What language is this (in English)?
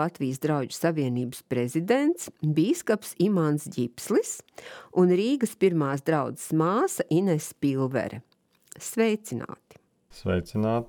Latvian